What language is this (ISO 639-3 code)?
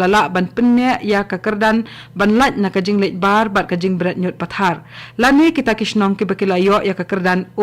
kha